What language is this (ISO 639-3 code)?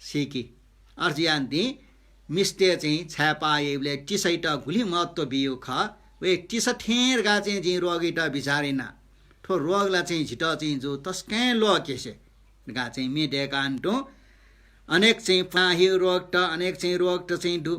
new